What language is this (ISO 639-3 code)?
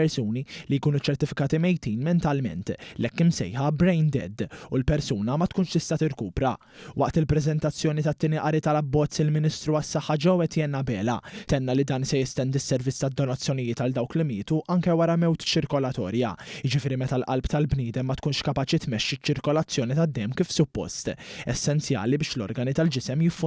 mlt